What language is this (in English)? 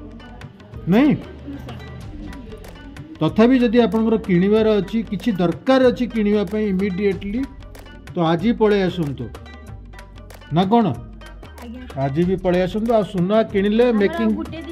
Odia